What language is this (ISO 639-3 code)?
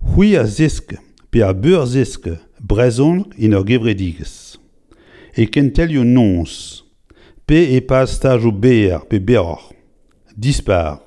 bre